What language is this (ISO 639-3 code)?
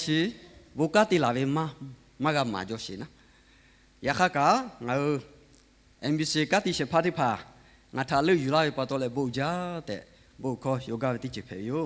lhu